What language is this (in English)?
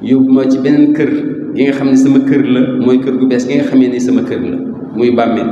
Wolof